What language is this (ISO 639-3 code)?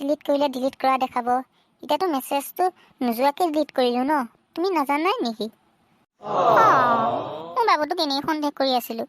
asm